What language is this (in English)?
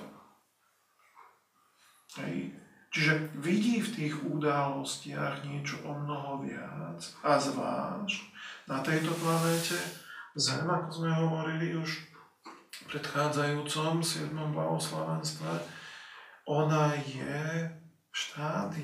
Slovak